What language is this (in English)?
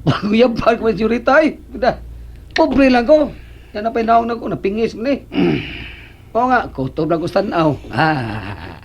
Cebuano